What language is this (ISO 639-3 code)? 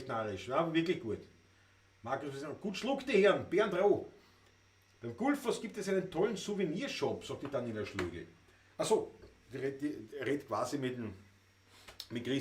bar